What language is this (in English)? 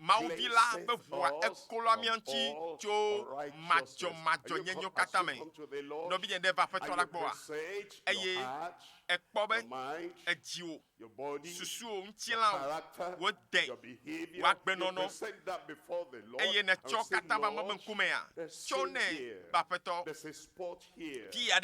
Ewe